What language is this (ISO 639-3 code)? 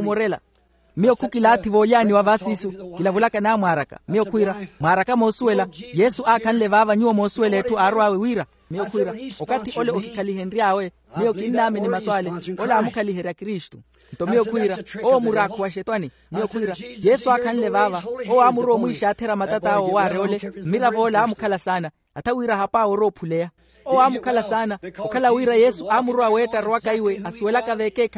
vmw